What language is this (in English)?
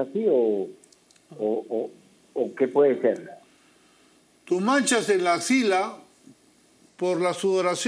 Spanish